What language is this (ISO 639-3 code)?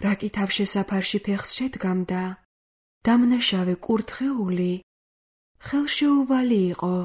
kat